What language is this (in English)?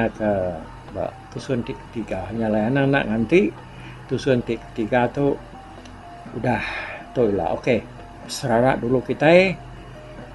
Iban